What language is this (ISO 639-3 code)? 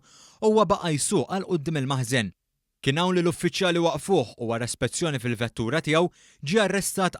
mlt